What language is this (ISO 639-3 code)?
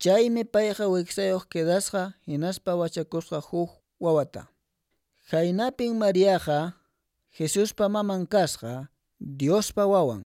que